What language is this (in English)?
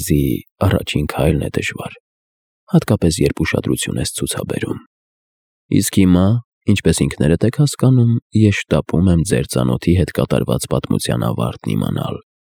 Armenian